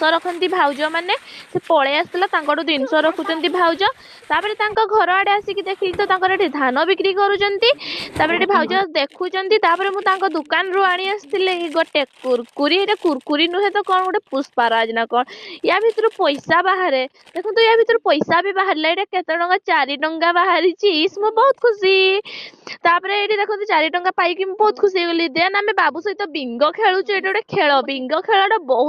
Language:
Odia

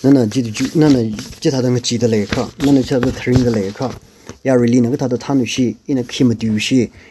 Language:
Tangkhul Naga (India)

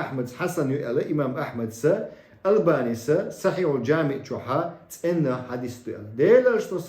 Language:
Chechen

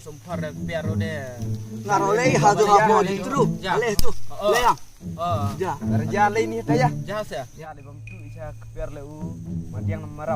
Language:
Khasi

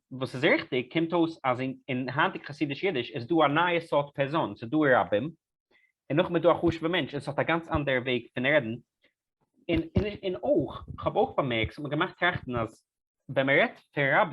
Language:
Yiddish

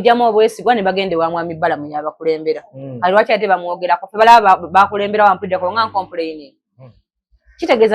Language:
Ganda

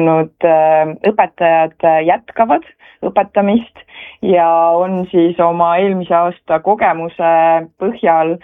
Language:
Estonian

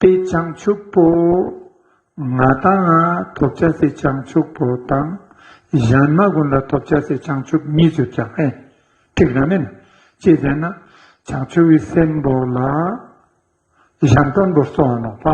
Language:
Ladakhi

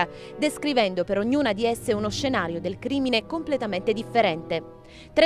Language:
Italian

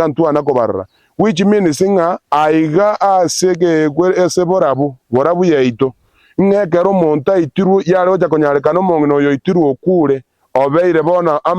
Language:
Gusii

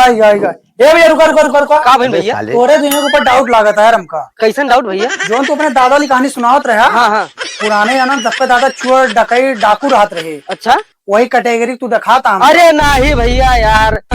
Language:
Awadhi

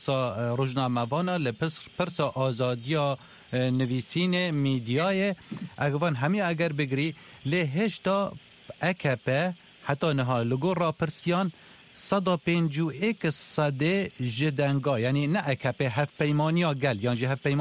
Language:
Kurdish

